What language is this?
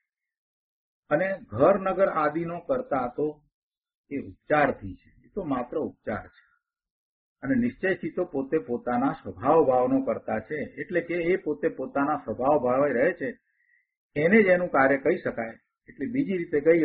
Gujarati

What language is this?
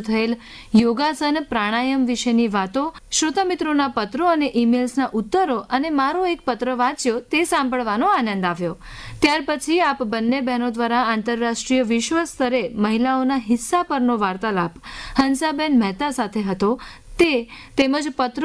Gujarati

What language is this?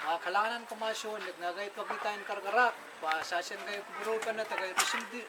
Pohnpeian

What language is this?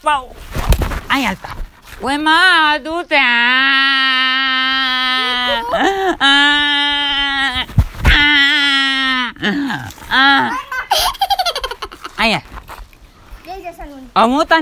Gujarati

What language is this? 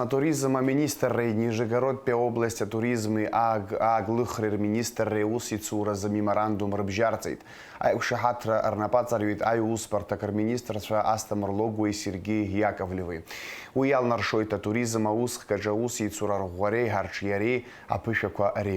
Abkhazian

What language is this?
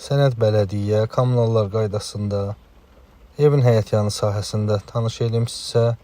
Azerbaijani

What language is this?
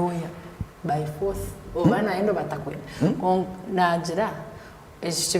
Nyankole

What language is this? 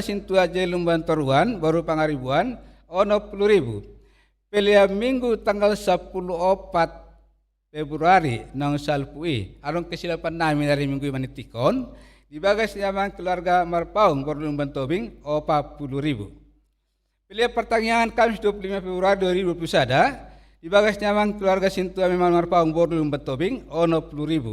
Batak Toba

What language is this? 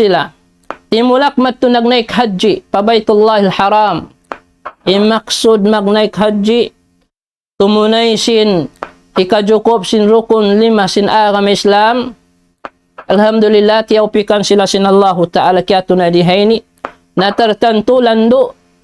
Tausug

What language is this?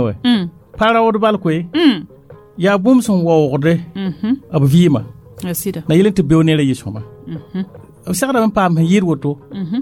Mossi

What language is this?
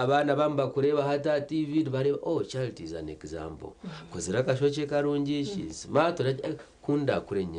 Nyankole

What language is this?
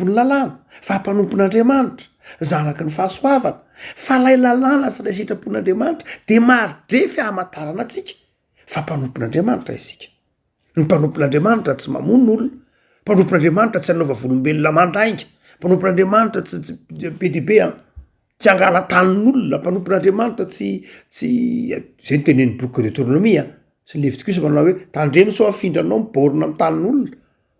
Malagasy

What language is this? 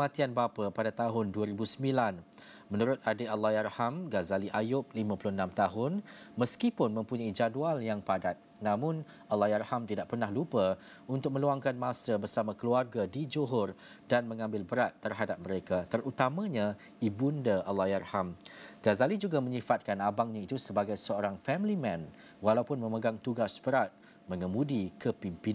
Malay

